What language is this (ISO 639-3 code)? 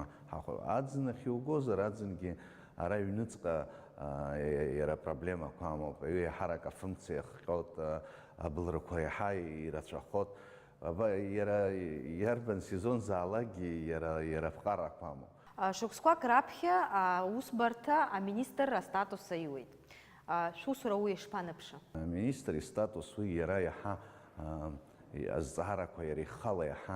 abk